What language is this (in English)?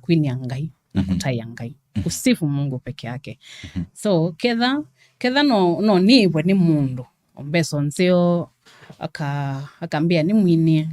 Kamba